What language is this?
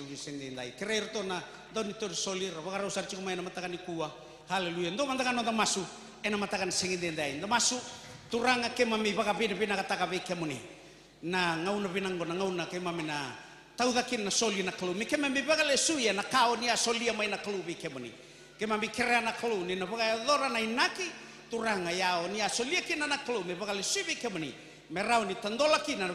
Fijian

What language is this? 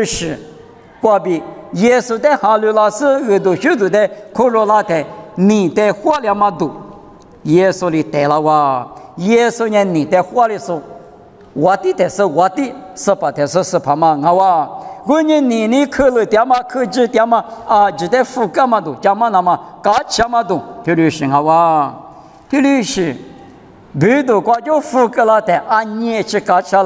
Lisu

